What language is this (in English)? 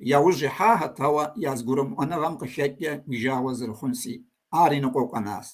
Kabardian